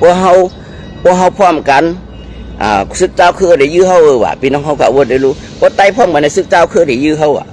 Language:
Shan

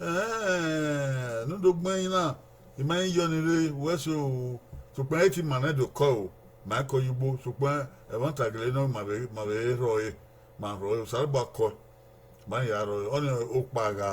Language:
Bini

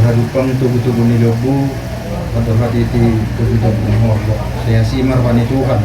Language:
Batak Toba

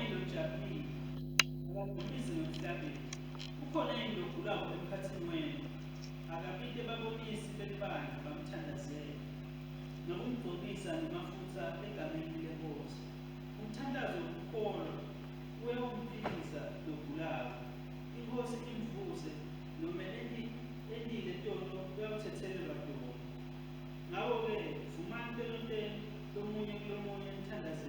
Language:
Swati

